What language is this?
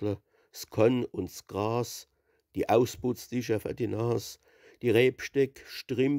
Palatine German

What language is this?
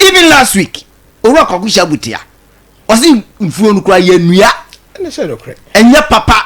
Akan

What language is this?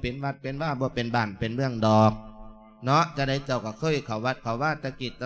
Lao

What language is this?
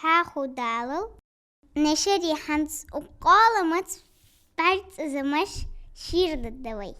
Ingush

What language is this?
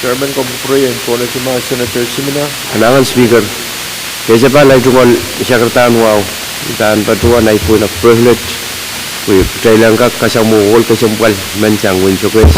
Pohnpeian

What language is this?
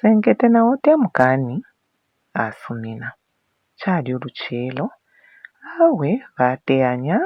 Bemba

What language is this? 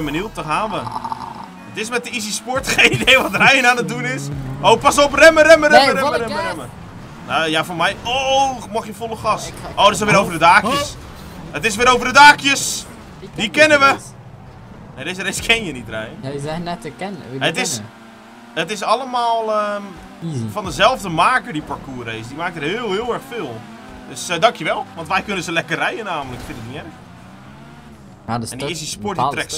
Dutch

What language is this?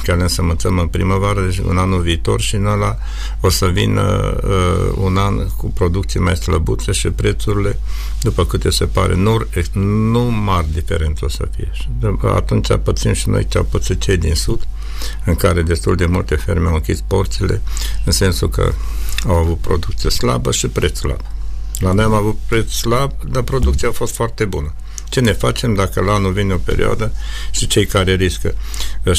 Romanian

